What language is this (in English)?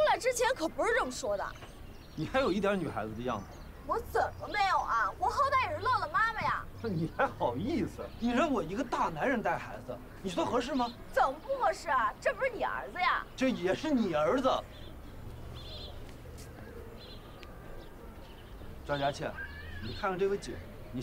Chinese